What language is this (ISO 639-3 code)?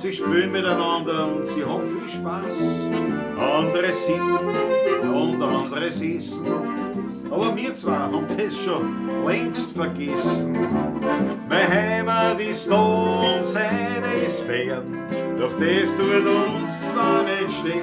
bar